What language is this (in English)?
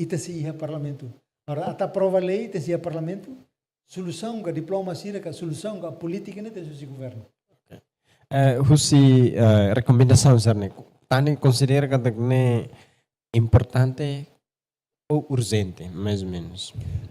Tetum